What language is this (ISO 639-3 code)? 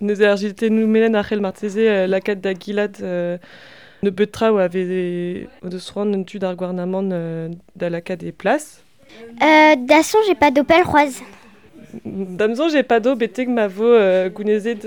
bre